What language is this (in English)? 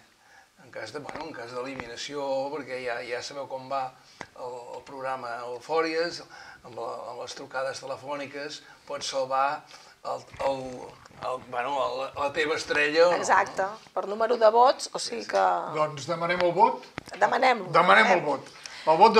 Catalan